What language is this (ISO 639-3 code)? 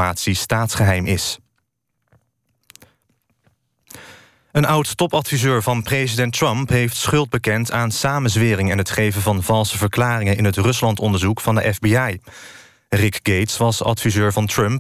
nld